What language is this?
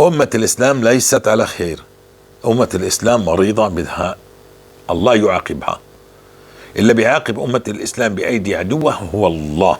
North Levantine Arabic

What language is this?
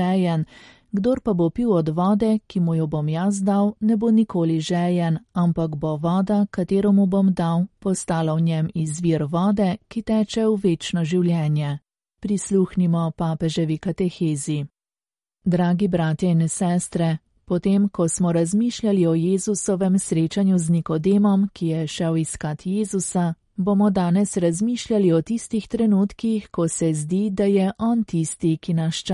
Slovenian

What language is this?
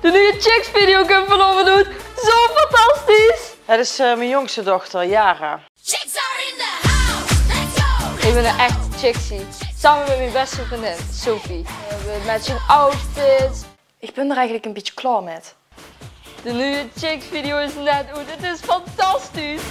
Limburgish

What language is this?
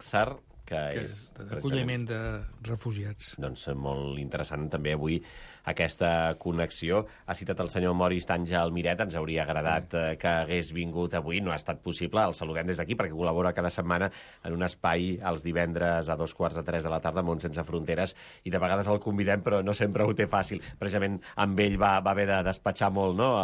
Catalan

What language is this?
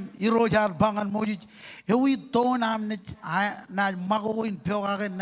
Marshallese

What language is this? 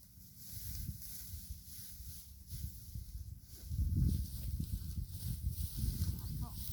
Northeastern Thai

